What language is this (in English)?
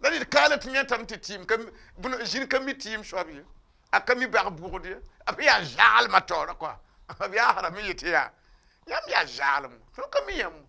Mossi